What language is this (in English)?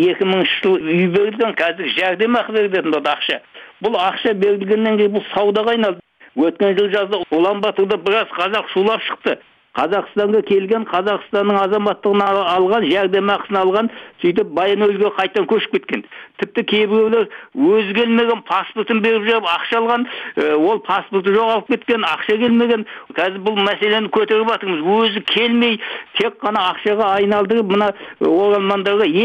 Kazakh